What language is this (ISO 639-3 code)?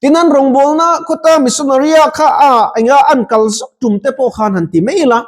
lus